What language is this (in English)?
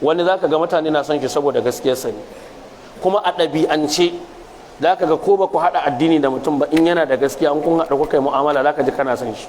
Hausa